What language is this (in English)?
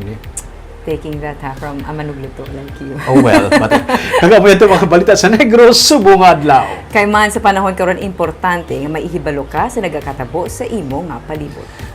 Hiligaynon